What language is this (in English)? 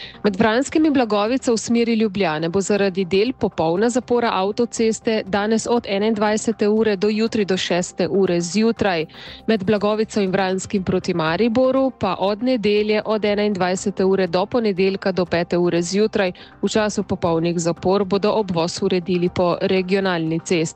Slovenian